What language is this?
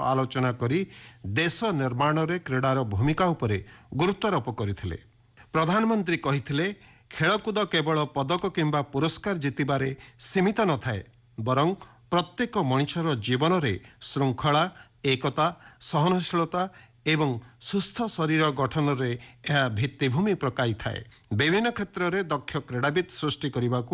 Odia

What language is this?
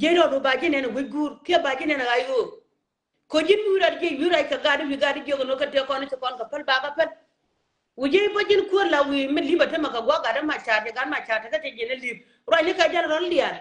Nuer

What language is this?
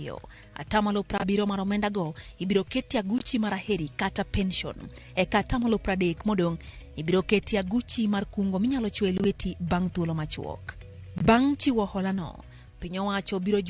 Luo (Kenya and Tanzania)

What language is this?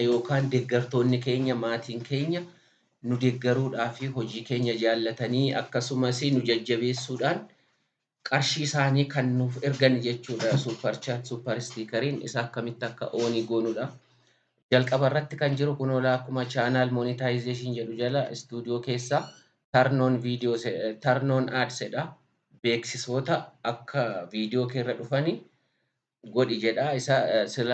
Oromo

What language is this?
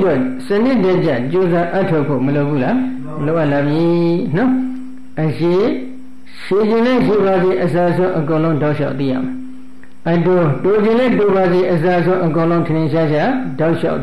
Burmese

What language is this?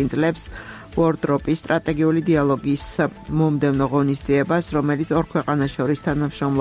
Georgian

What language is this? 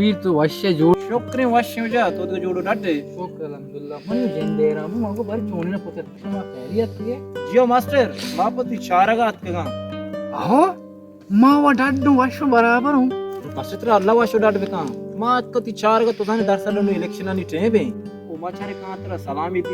Baluchi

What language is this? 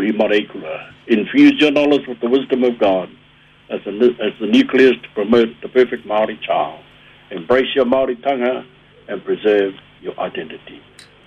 Māori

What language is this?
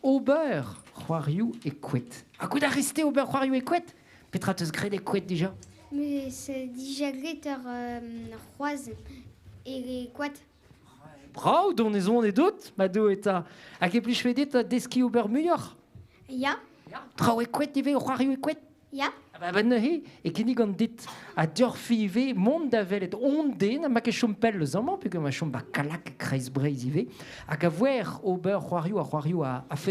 Breton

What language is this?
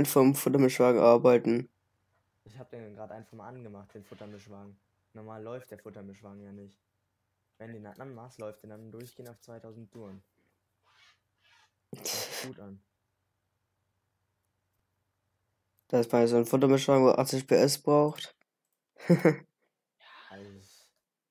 German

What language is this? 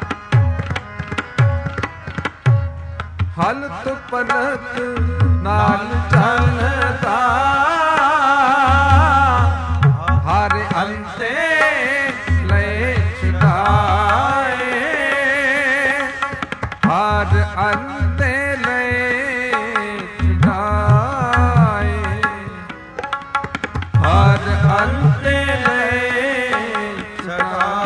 Punjabi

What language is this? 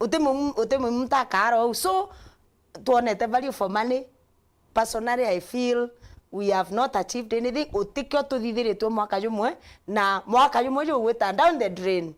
Meru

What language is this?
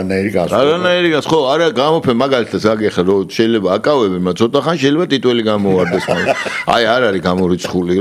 Georgian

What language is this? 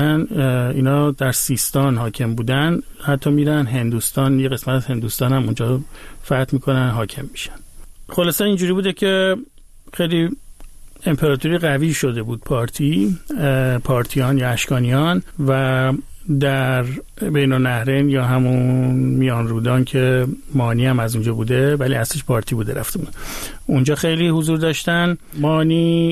Persian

